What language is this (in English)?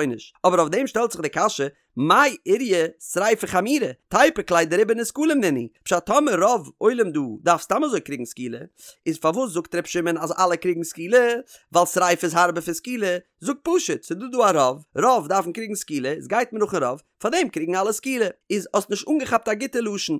Yiddish